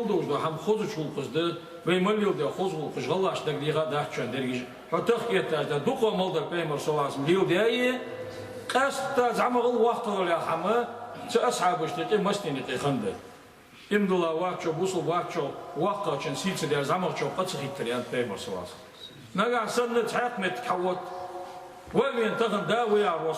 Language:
Ingush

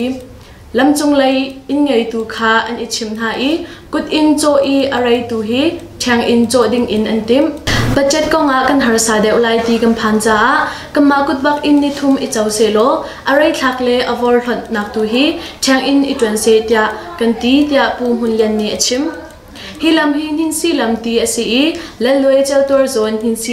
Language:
Hakha Chin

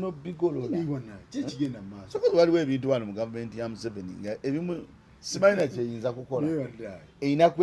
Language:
Ganda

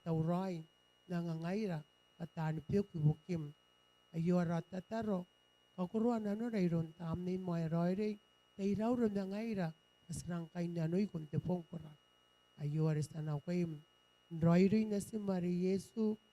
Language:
Gilbertese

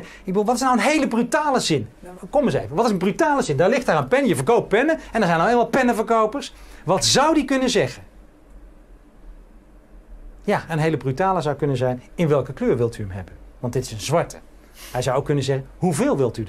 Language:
Dutch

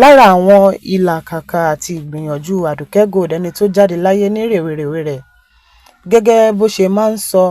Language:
Yoruba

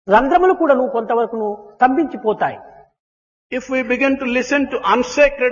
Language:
Telugu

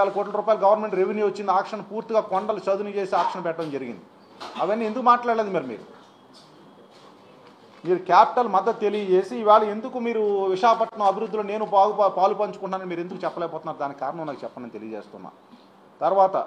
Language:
Telugu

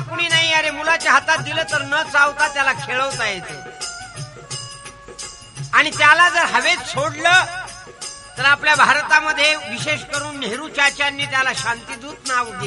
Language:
Marathi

